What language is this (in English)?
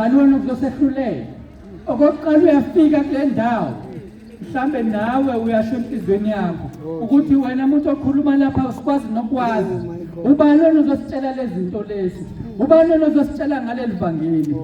Zulu